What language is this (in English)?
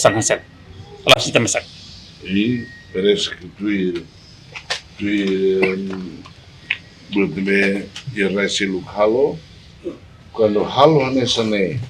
Tetum